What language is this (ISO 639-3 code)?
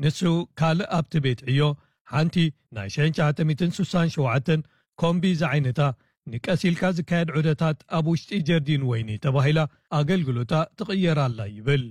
tir